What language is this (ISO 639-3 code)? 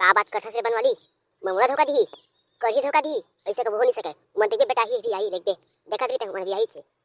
hne